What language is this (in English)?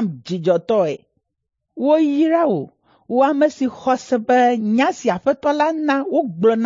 Ewe